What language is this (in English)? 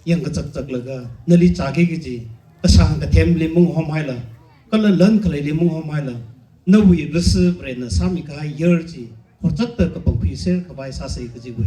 Tangkhul Naga (India)